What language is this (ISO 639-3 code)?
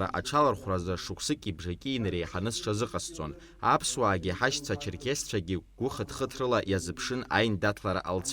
abk